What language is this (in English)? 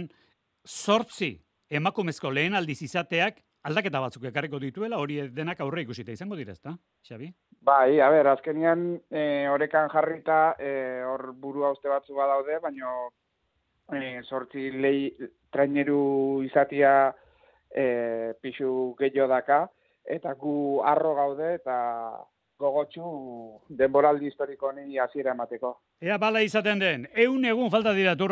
Basque